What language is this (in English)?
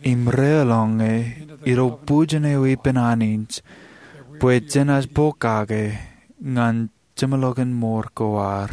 Marshallese